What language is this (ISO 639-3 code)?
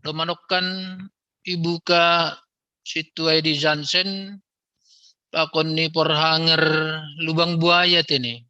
bts